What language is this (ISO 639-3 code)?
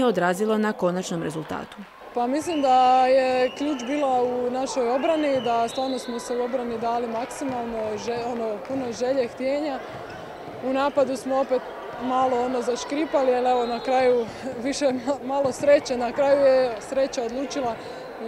hrv